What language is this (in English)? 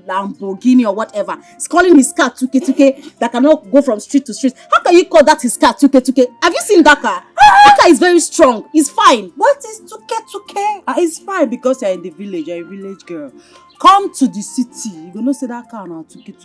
Nigerian Pidgin